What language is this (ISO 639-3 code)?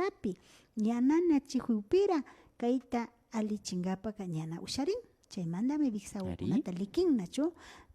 qvi